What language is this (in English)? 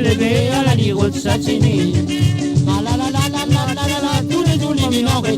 Morisyen